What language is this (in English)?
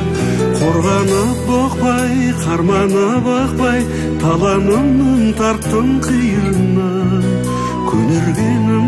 Kazakh